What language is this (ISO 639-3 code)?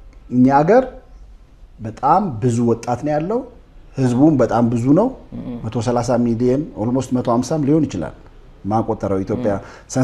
amh